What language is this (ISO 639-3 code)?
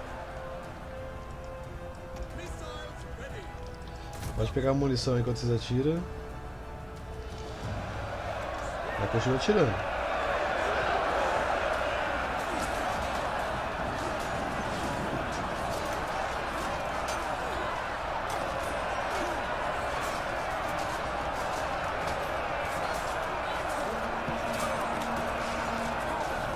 por